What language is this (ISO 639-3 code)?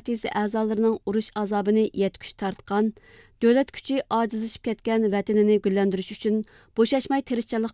uig